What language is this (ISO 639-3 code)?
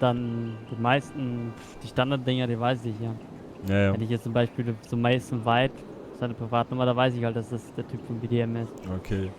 gsw